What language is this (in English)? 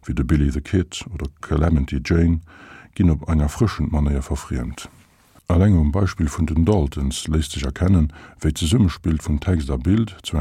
Luxembourgish